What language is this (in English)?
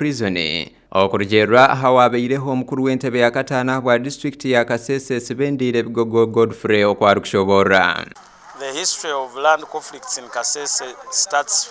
Nyankole